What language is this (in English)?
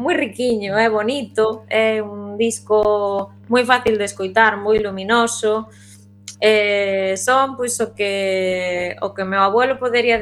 Galician